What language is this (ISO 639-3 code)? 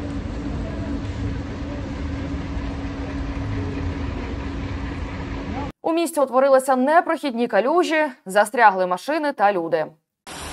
ukr